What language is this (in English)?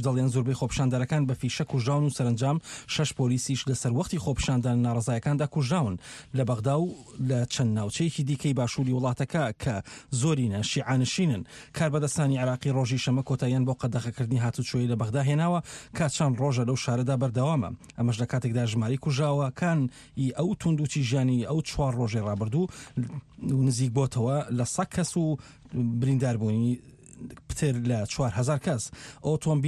Central Kurdish